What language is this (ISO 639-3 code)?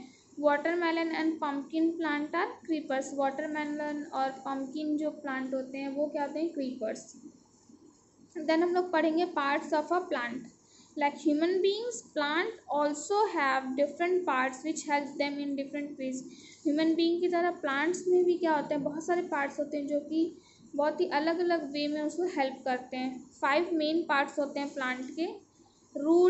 hin